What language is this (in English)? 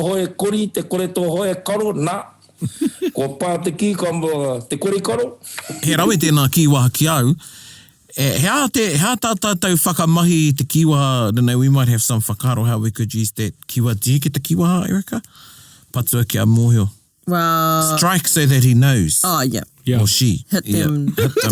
Māori